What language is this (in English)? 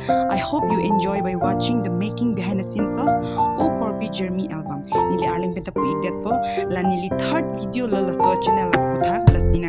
Karbi